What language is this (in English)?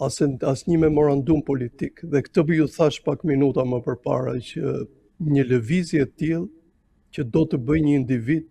Albanian